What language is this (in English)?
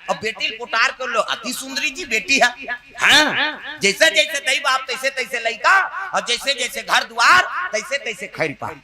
Chhattisgarhi